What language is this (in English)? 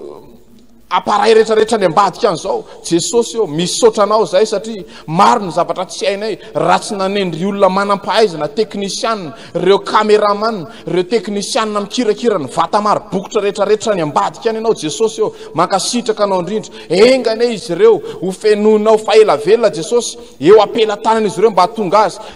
Malagasy